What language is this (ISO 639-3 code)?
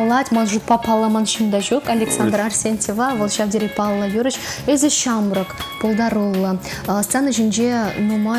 chv